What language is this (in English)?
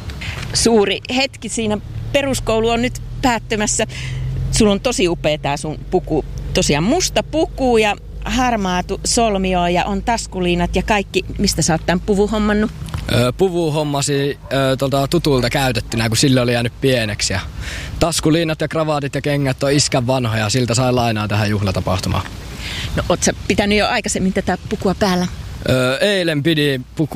Finnish